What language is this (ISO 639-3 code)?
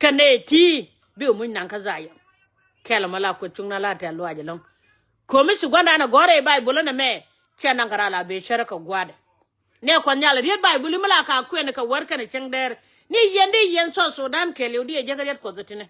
nus